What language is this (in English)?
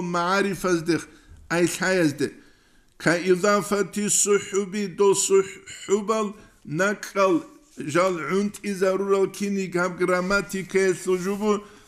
Avaric